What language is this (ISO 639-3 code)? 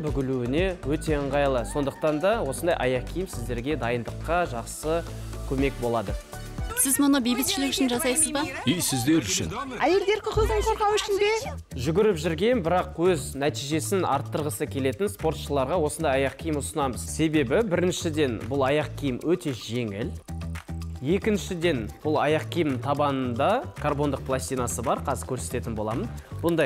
kaz